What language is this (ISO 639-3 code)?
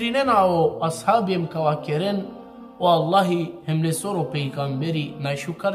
rmn